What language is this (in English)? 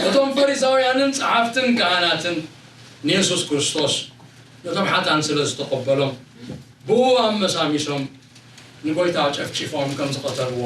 Tigrinya